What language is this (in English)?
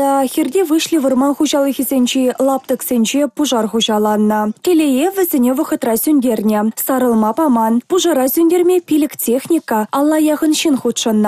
Chuvash